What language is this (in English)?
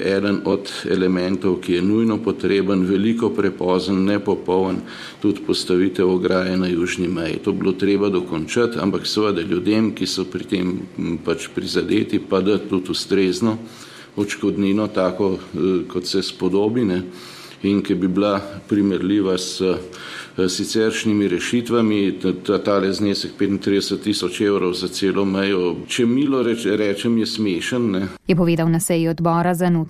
Slovenian